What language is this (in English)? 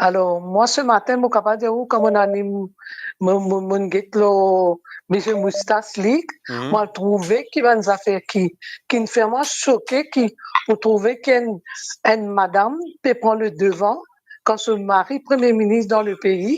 Morisyen